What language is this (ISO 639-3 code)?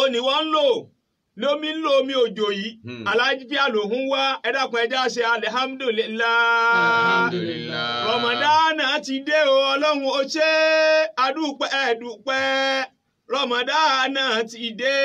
yor